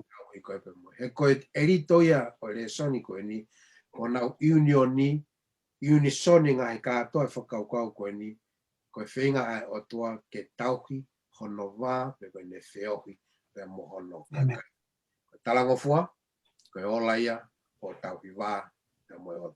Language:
Tongan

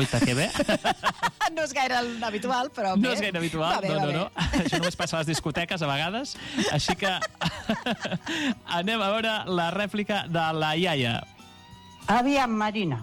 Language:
Catalan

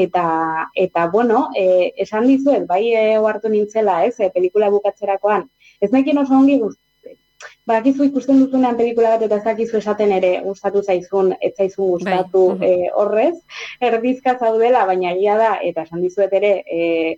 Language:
Basque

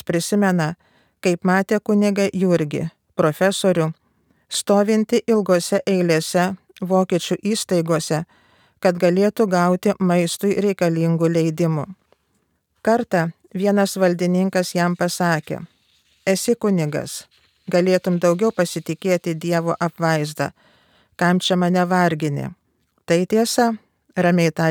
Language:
Lithuanian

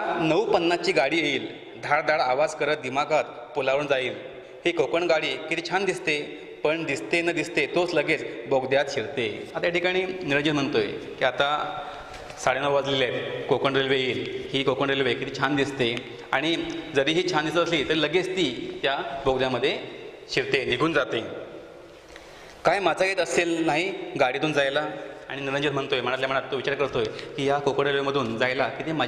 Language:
Marathi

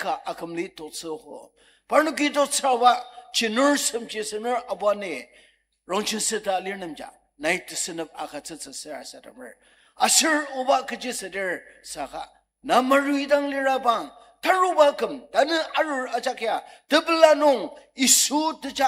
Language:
Ao Naga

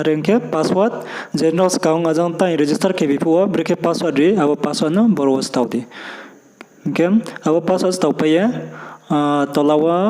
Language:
Riang (India)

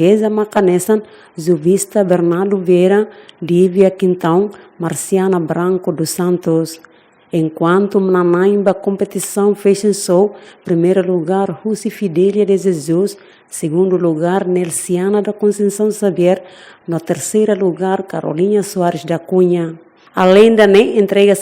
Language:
Tetum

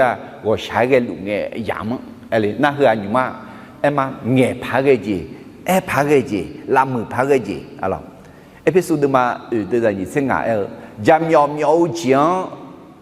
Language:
Akha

